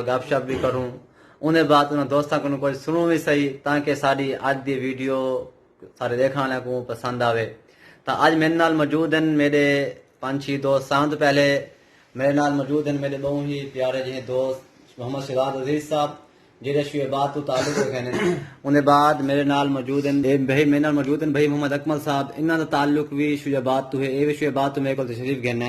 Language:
Saraiki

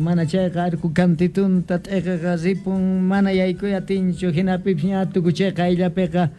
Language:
South Bolivian Quechua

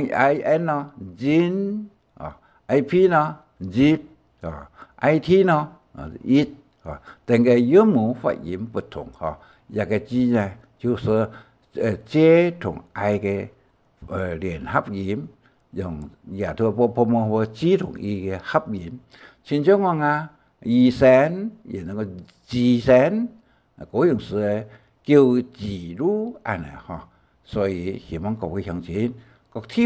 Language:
Hakka Chinese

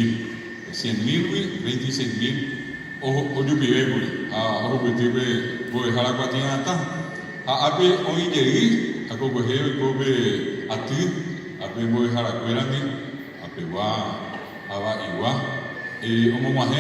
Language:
Guarani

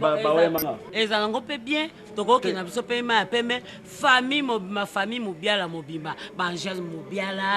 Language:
Lingala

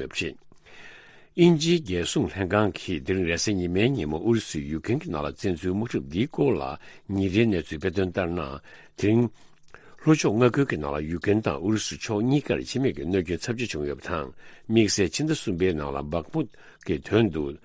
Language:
Tibetan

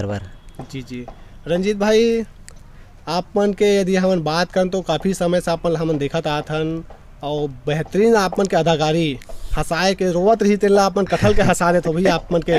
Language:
Chhattisgarhi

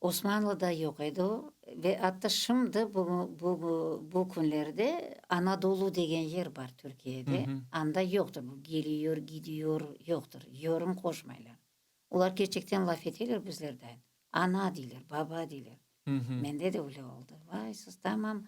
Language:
Crimean Tatar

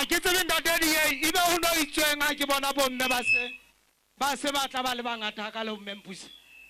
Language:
Southern Sotho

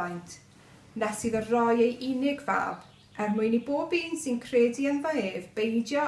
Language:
Welsh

